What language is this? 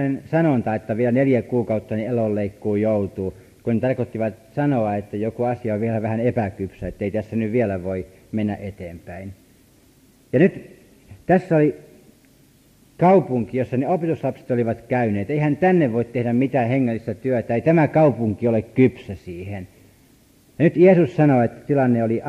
Finnish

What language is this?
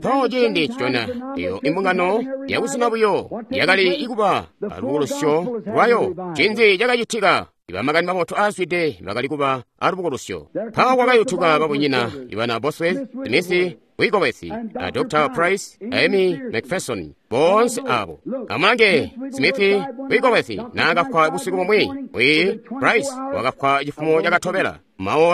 Tonga (Zambia)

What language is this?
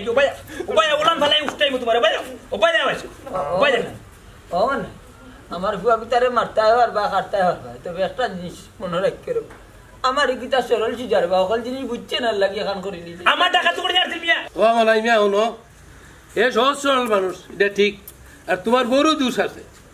Sylheti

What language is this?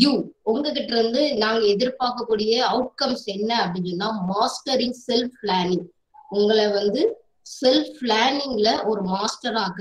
Tamil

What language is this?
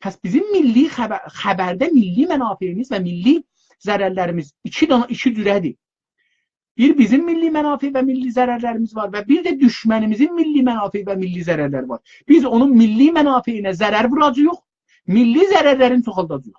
South Azerbaijani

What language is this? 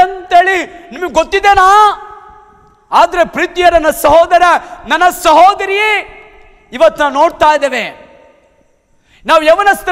Kannada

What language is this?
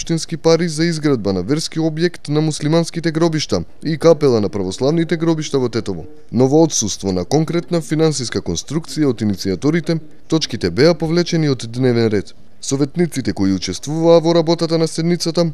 Macedonian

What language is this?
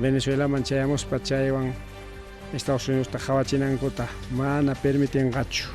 Ayacucho Quechua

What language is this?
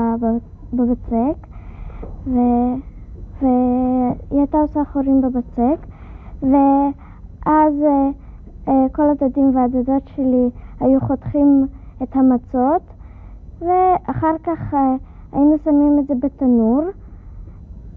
Hebrew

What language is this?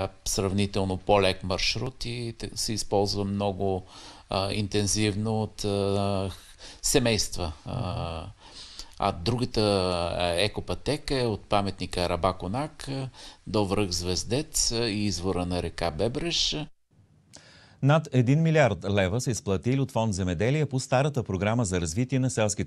Bulgarian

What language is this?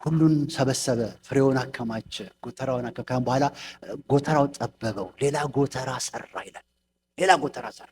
Amharic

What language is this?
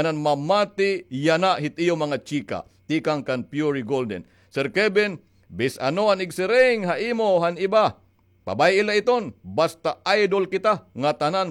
Waray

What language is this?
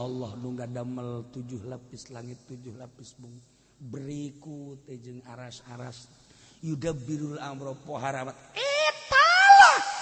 Sundanese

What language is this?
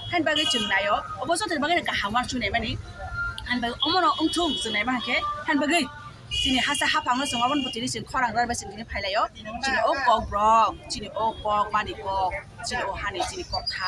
Kok Borok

